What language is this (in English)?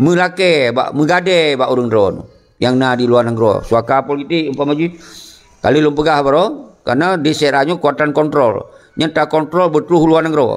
Achinese